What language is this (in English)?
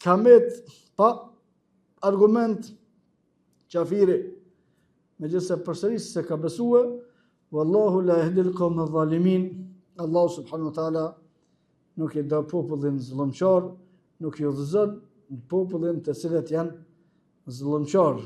Albanian